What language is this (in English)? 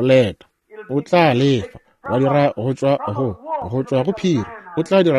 Northern Sotho